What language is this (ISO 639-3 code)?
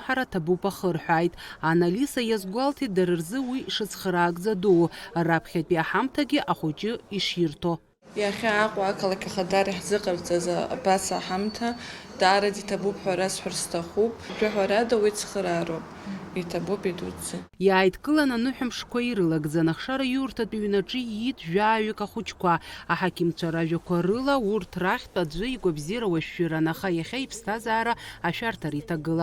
abk